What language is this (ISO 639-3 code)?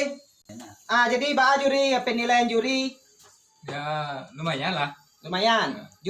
min